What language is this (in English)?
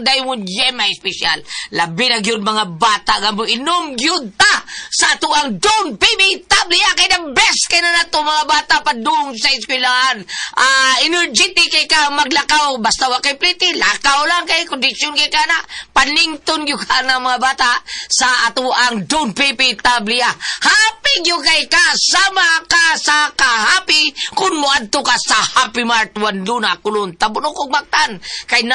Cebuano